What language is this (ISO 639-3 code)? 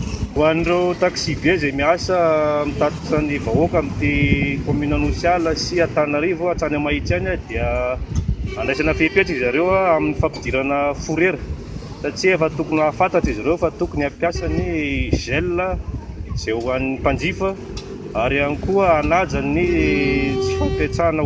mlg